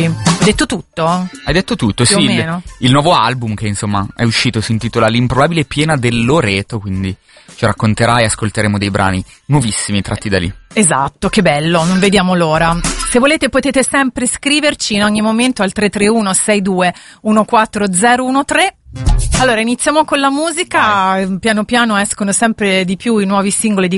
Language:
Italian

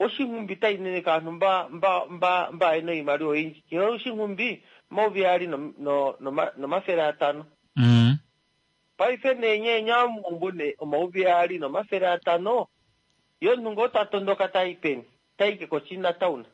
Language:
Kuanyama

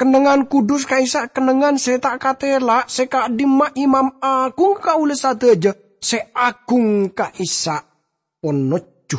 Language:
Madurese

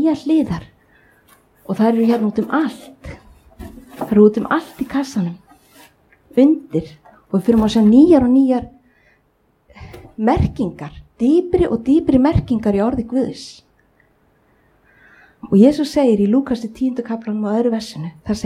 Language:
Icelandic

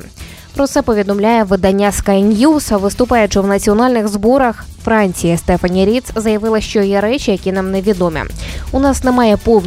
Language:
Ukrainian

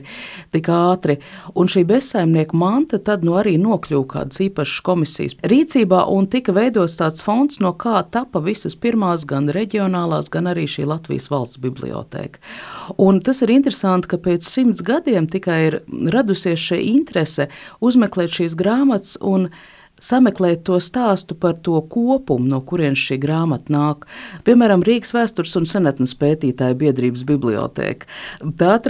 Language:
Latvian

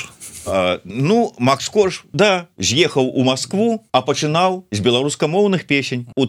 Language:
Belarusian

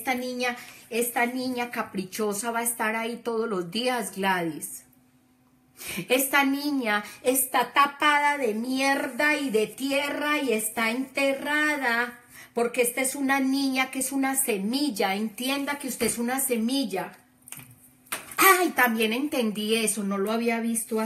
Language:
Spanish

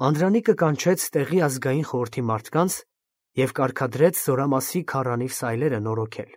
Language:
Armenian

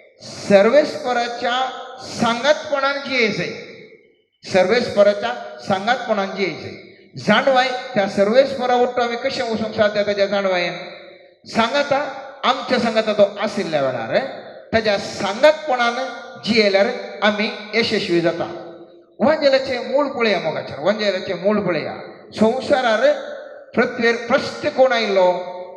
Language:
Konkani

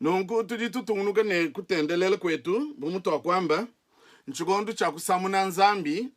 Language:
Luba-Lulua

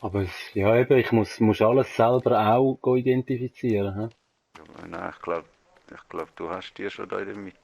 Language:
Swiss German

